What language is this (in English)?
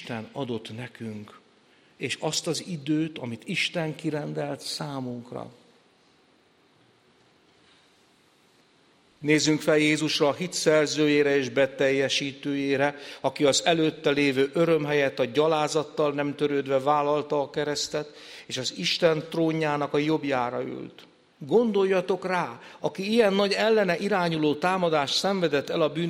Hungarian